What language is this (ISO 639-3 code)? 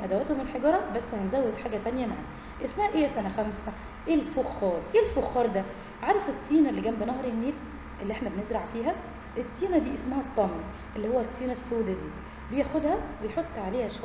arz